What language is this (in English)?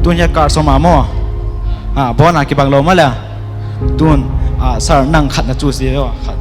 Paite Chin